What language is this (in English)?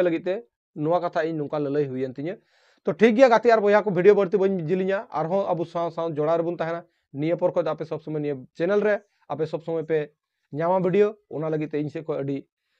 Santali